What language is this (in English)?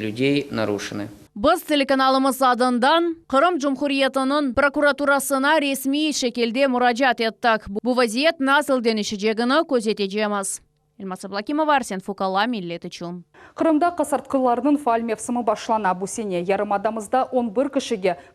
Crimean Tatar